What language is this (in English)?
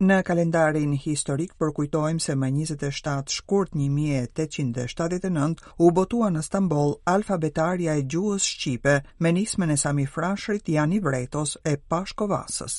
Albanian